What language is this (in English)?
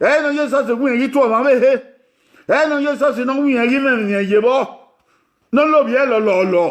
Bini